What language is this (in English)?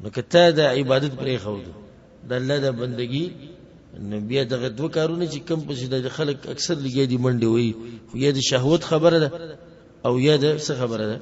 Pashto